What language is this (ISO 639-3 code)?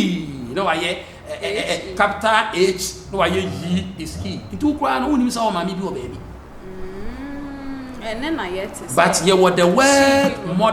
aka